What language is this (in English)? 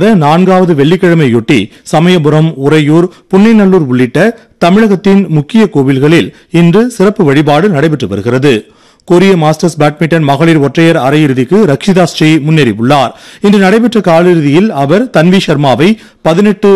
Tamil